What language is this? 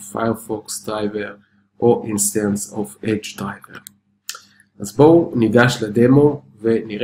Hebrew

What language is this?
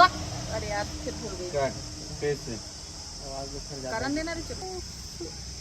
Chhattisgarhi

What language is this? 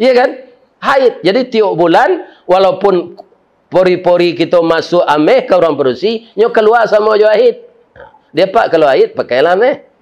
Minangkabau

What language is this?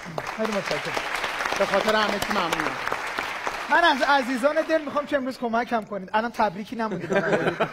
Persian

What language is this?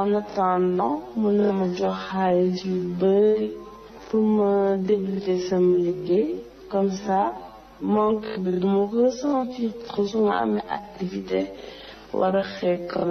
Wolof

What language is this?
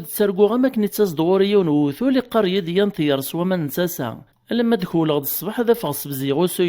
Kabyle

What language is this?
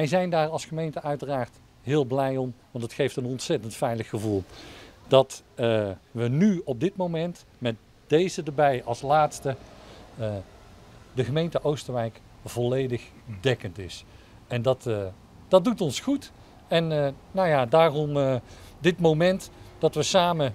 Dutch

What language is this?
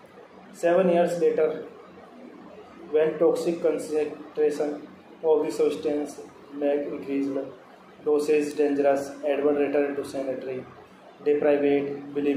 English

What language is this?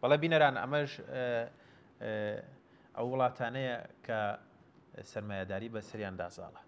Central Kurdish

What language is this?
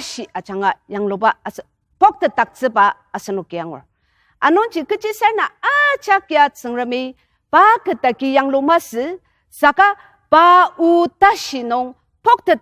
Ao Naga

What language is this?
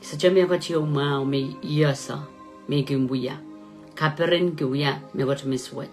Pohnpeian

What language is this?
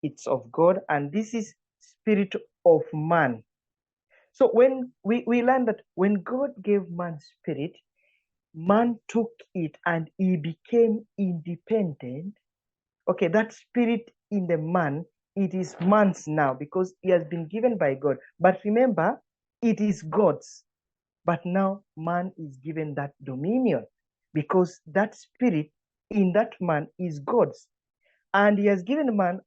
English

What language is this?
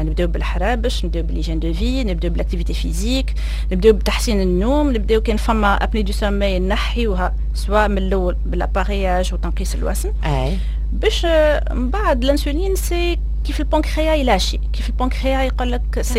Tunisian Arabic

